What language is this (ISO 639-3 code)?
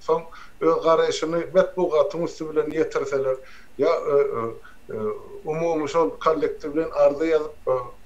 tuk